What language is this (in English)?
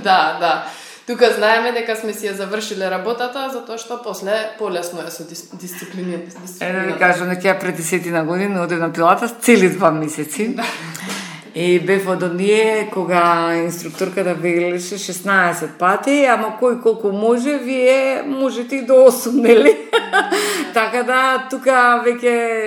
Macedonian